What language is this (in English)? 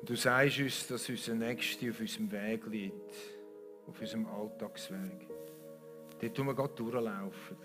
Swiss German